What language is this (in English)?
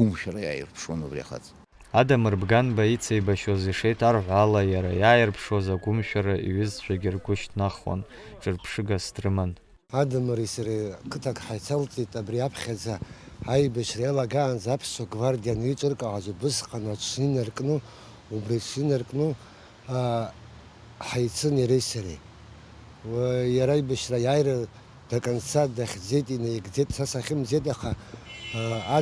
Abkhazian